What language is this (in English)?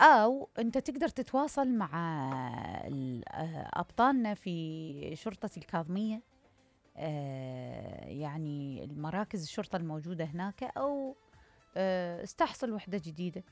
Mesopotamian Arabic